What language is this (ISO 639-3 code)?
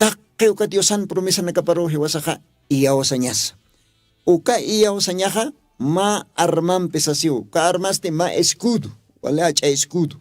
aym